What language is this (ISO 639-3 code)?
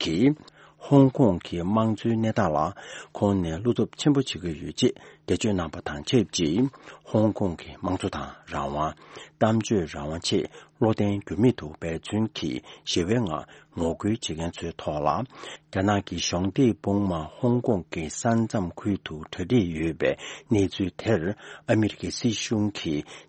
bod